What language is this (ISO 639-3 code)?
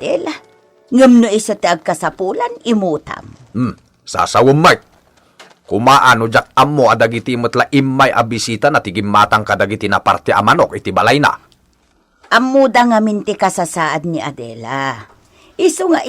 ilo